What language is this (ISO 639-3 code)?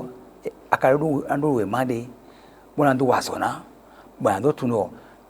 fon